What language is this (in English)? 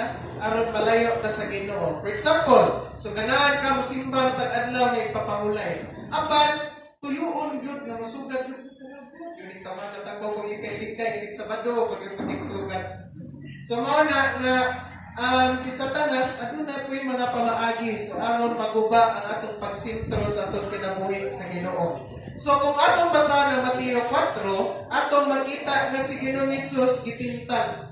Cebuano